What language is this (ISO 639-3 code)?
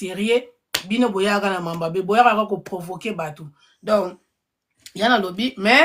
lin